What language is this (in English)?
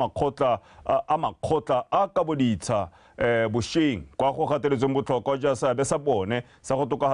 Tswana